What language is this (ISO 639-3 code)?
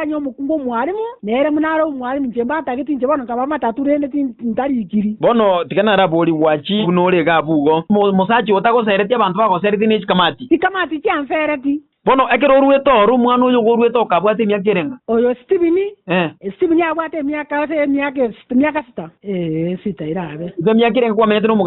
guz